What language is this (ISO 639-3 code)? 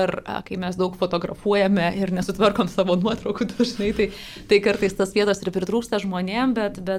lit